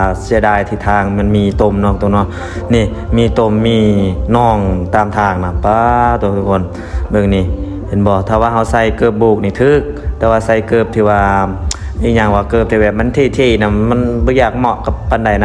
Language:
Lao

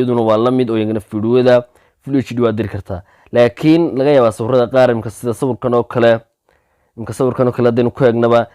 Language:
Somali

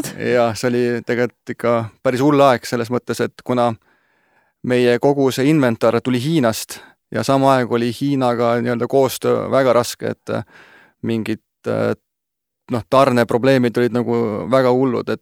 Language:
Estonian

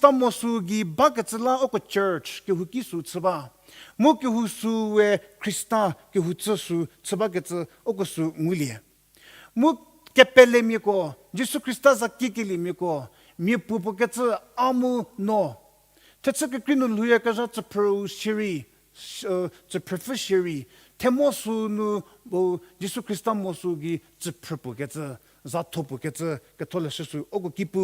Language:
Angami Naga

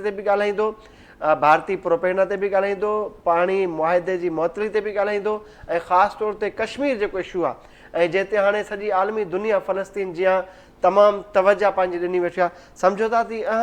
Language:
Sindhi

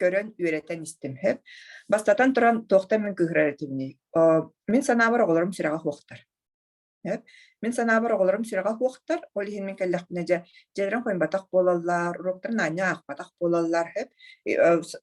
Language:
Yakut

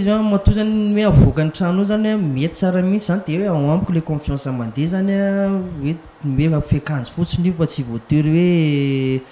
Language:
Malagasy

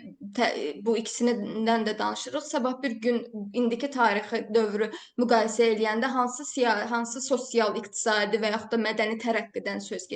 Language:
Azerbaijani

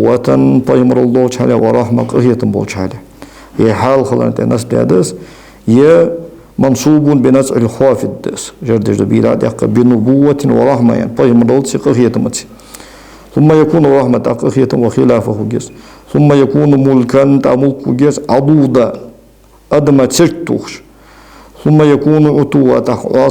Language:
Ingush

